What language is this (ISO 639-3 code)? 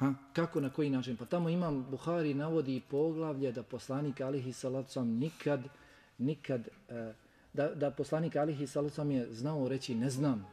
bos